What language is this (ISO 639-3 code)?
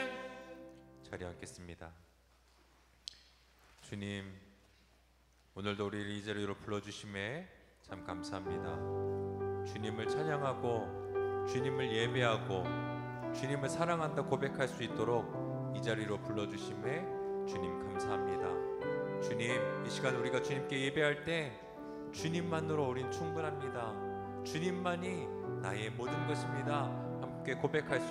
kor